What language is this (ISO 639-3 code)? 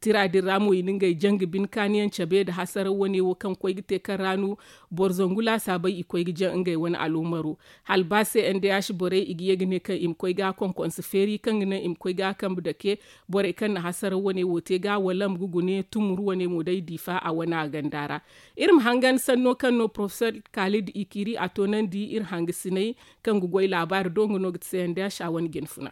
dje